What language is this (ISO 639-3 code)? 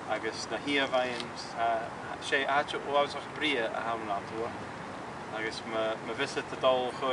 gla